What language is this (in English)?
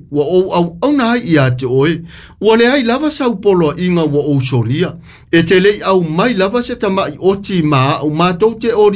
Samoan